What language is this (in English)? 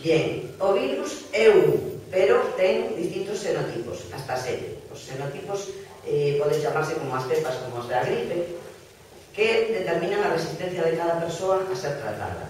Galician